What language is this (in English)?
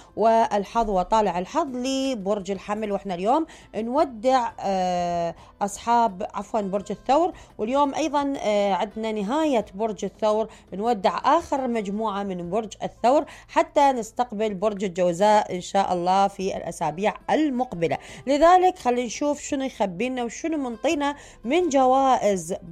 Mesopotamian Arabic